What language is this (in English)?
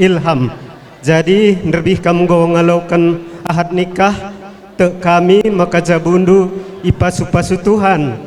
Batak Karo